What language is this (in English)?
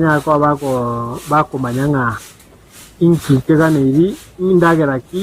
Gusii